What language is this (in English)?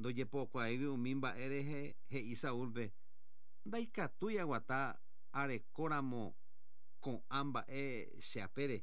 Guarani